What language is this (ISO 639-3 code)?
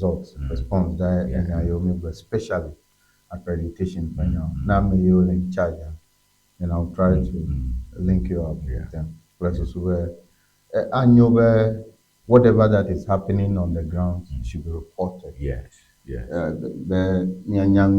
ewe